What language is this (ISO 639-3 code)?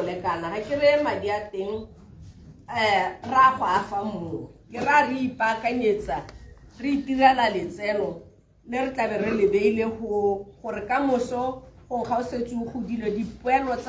tsn